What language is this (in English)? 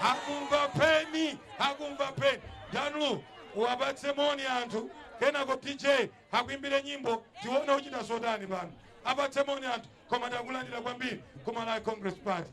Nyanja